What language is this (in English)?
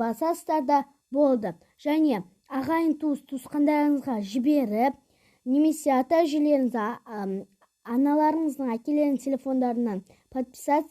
Kazakh